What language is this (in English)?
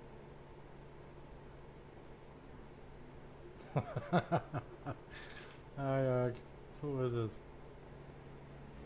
German